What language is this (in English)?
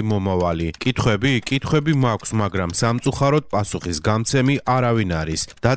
Georgian